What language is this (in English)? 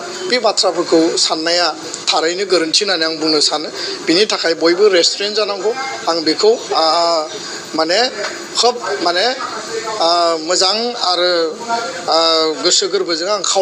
Bodo